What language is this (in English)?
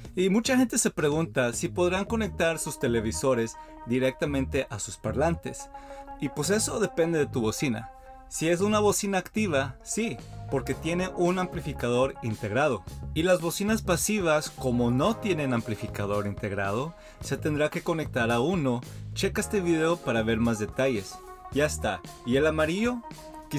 Spanish